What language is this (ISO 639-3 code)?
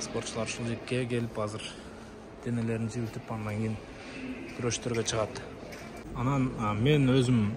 kir